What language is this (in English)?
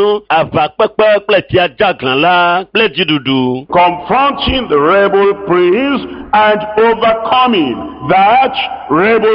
Ewe